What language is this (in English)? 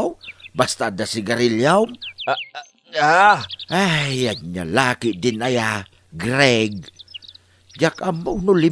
Iloko